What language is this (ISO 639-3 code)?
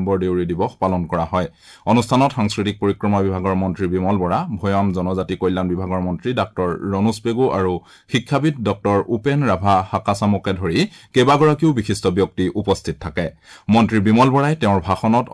asm